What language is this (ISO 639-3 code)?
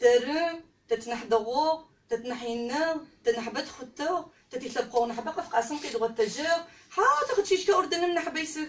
ady